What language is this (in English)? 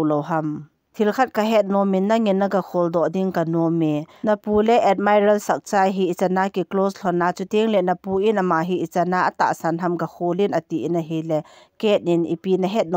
Thado Chin